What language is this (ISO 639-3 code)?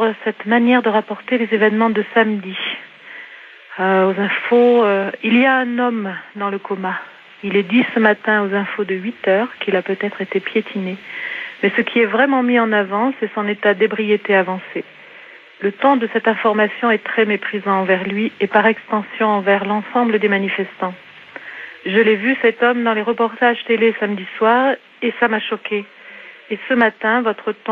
fra